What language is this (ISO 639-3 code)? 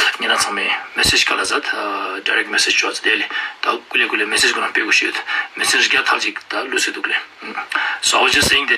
lbj